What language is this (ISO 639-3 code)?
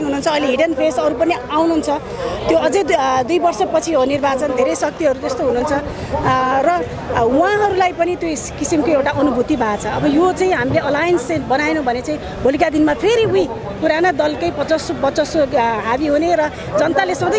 nep